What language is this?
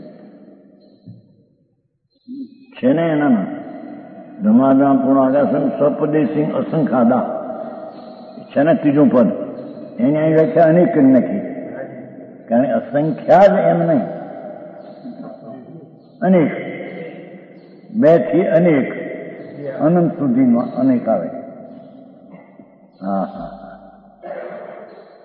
Gujarati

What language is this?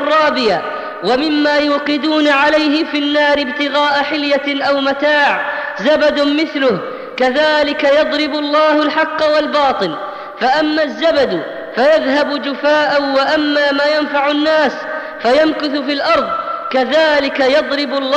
Arabic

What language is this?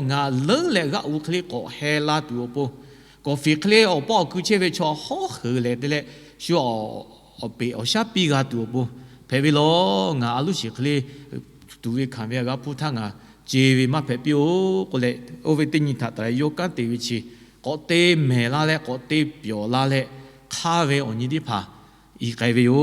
Lahu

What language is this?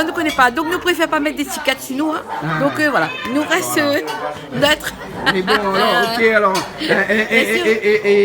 Réunion Creole French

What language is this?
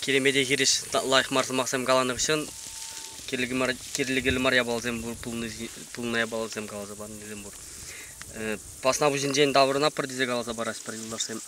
Chuvash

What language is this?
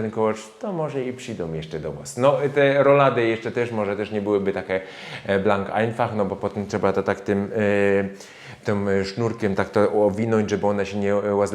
Silesian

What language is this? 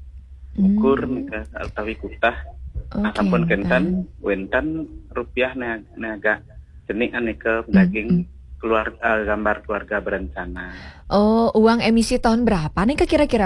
Balinese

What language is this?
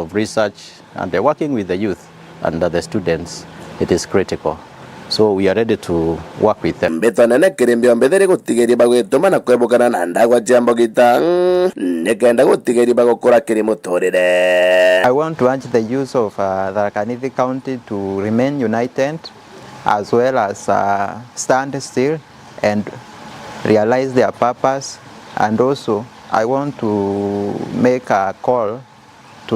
Meru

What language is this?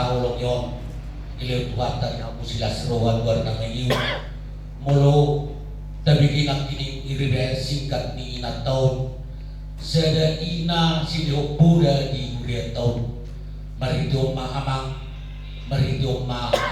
Batak Toba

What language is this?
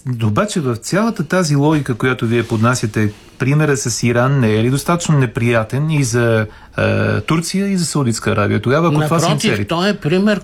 Bulgarian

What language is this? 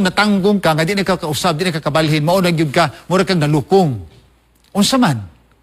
Cebuano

